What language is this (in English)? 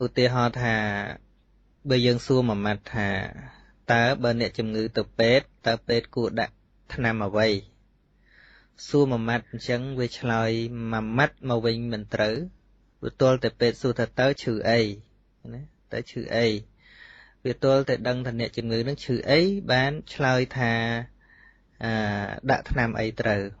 Khmer